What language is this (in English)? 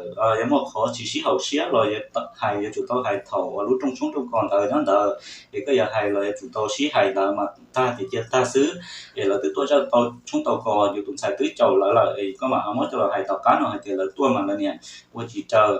Hmong